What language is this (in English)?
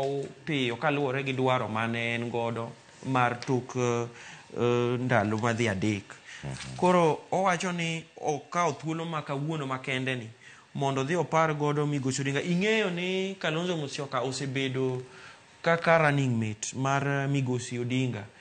Luo (Kenya and Tanzania)